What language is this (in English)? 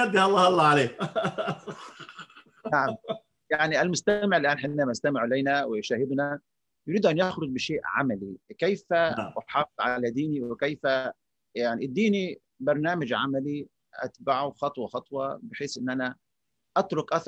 Arabic